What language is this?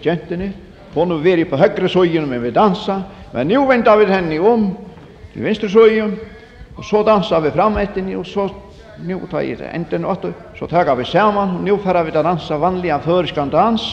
Faroese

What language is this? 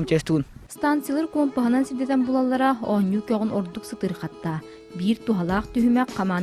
Yakut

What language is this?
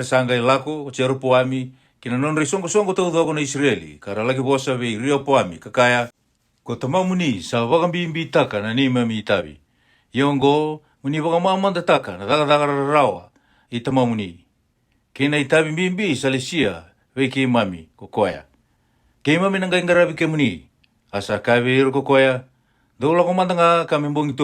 Fijian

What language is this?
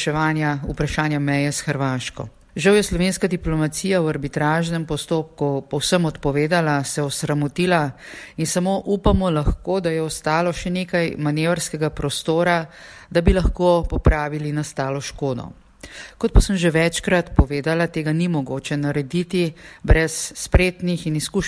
Slovenian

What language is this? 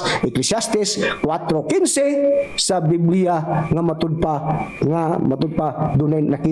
Cebuano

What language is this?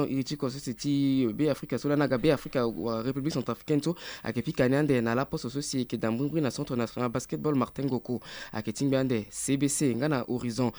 Sango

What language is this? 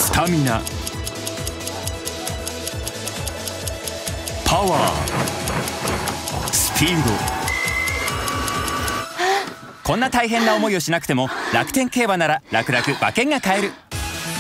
Japanese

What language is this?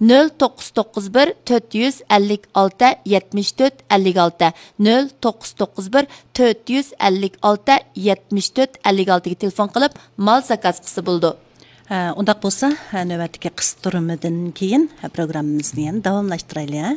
Uyghur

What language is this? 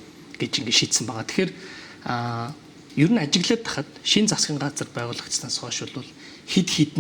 Mongolian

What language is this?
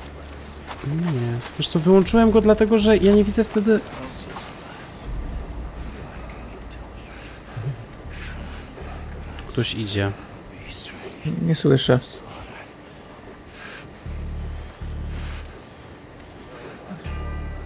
Polish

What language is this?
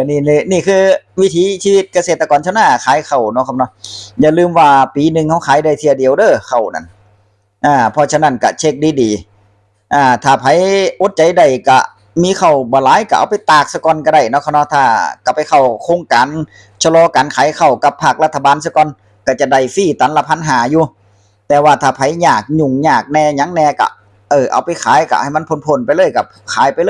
Northeastern Thai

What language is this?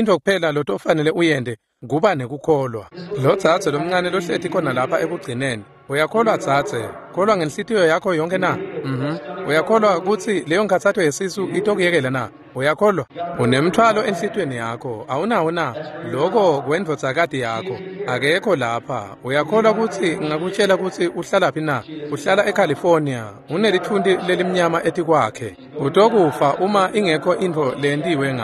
Swati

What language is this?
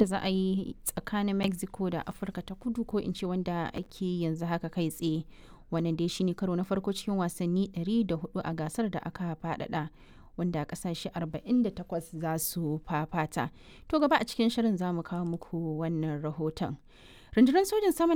Hausa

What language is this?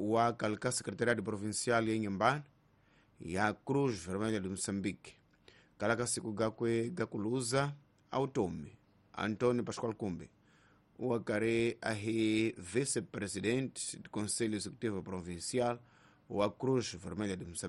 Tsonga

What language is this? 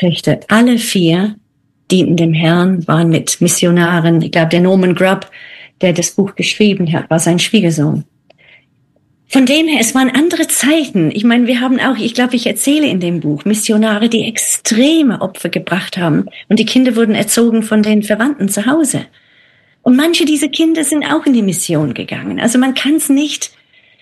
German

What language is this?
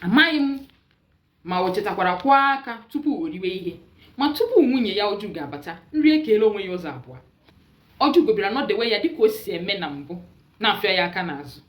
Igbo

